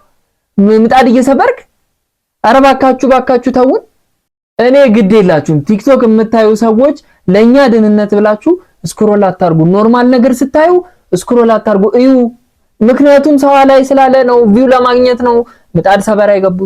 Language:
Amharic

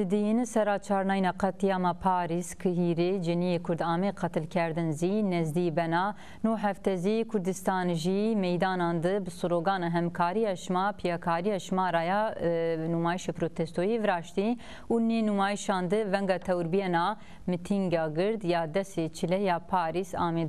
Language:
Zaza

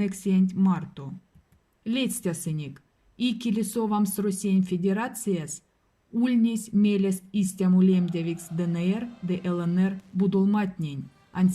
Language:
Erzya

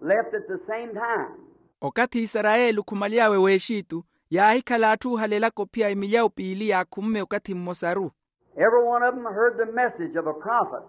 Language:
Makhuwa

